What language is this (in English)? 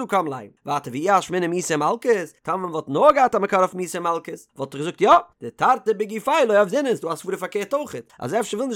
Yiddish